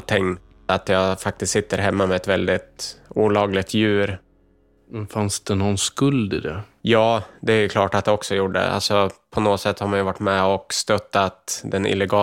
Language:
Swedish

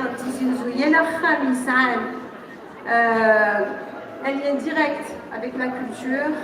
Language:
Kabyle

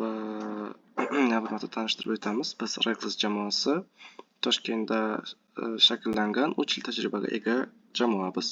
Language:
Uzbek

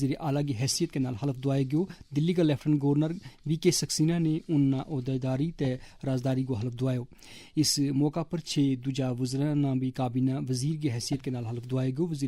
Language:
Gujari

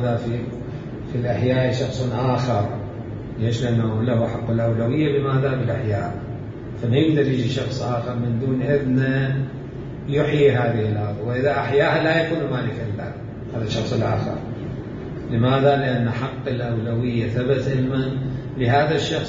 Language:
Mesopotamian Arabic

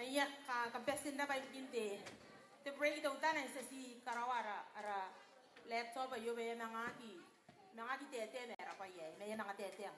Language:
Gilbertese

